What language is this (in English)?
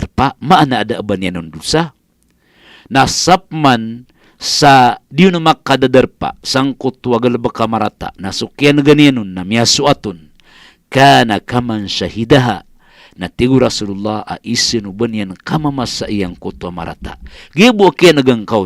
Maranao